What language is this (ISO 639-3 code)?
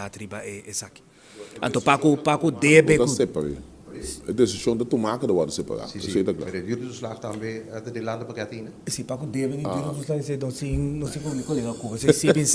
pap